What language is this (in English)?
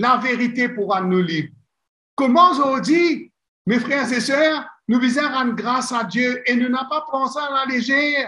Morisyen